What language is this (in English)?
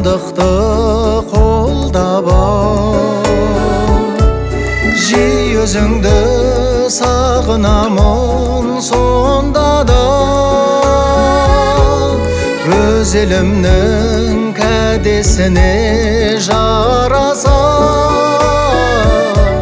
Kazakh